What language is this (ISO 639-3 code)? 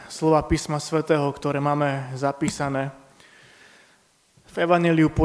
slk